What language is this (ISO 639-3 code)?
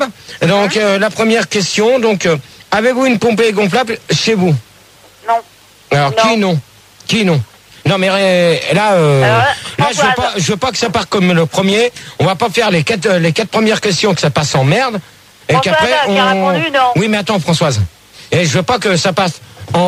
fra